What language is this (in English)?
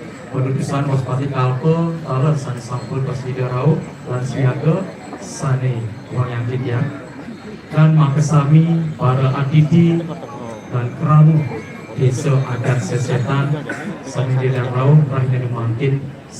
Balinese